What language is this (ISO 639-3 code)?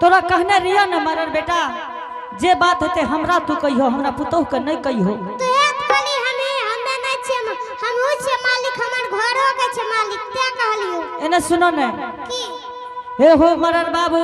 anp